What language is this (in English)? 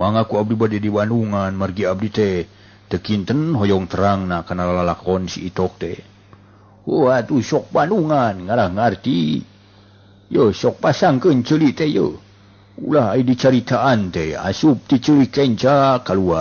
Sundanese